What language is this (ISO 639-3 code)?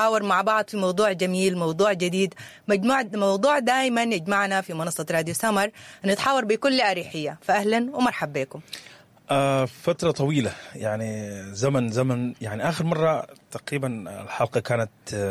apd